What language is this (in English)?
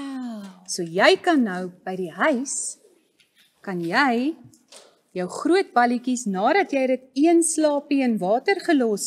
Afrikaans